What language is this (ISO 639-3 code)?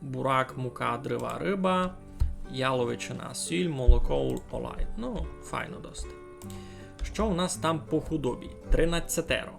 rue